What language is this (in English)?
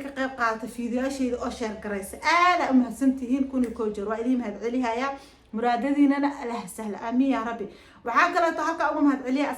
Somali